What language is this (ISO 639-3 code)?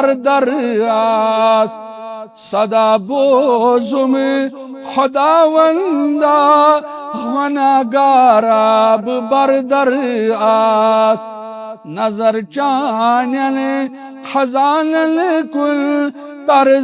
kas